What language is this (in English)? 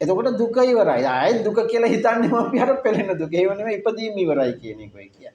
Sinhala